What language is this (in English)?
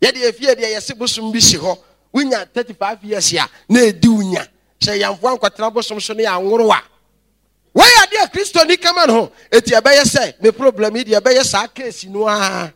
Akan